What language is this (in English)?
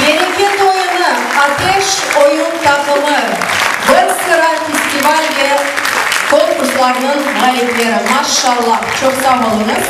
Crimean Tatar